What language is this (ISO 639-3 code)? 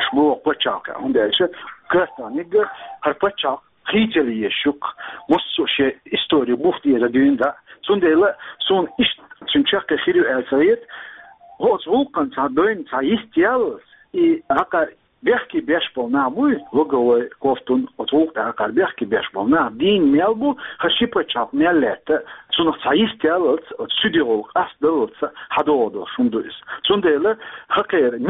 che